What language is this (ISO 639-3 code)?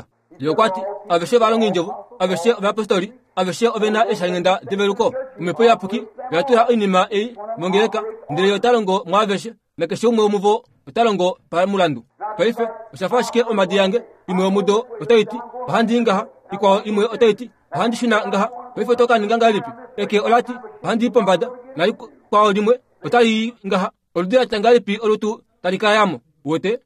kua